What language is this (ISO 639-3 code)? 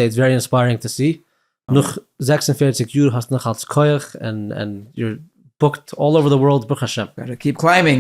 yid